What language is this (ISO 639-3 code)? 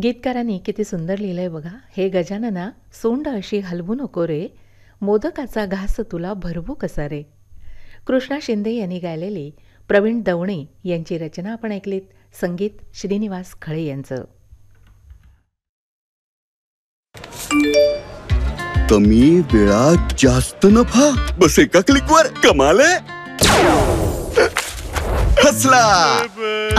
mar